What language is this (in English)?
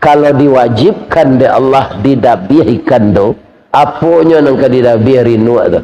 Minangkabau